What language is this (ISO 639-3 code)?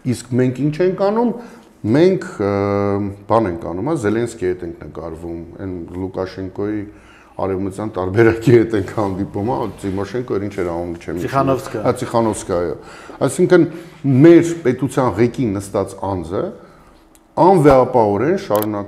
hye